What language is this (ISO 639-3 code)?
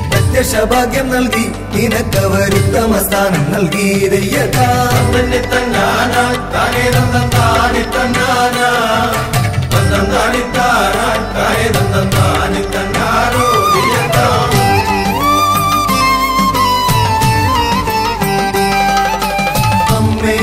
mal